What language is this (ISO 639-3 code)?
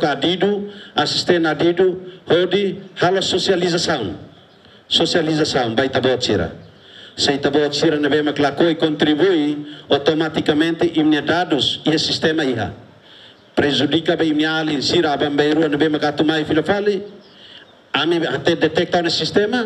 tet